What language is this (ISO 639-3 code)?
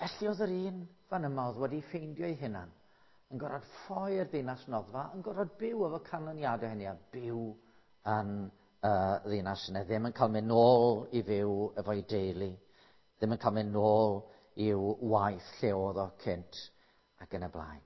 cym